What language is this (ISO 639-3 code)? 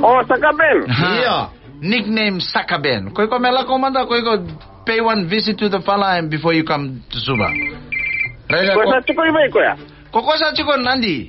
fij